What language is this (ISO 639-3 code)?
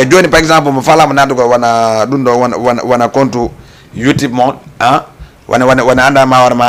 ful